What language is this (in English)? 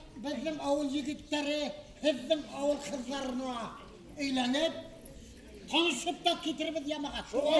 Bashkir